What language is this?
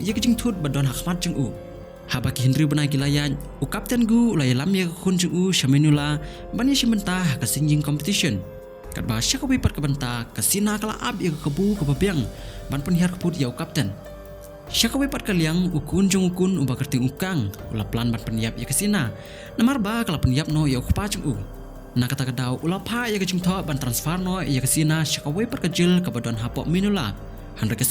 Khasi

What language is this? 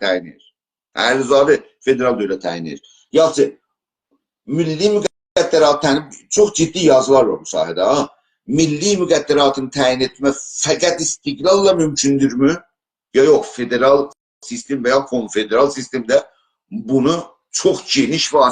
South Azerbaijani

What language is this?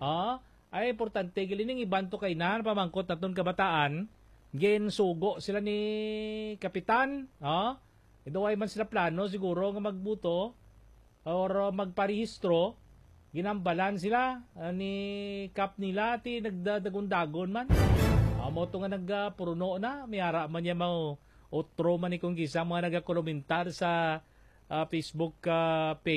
Hiligaynon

